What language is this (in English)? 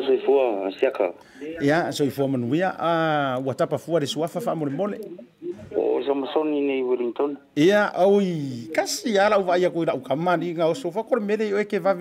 Samoan